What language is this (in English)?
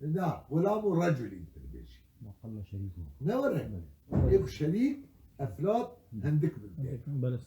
Kurdish